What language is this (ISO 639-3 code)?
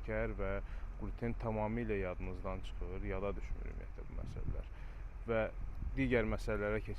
aze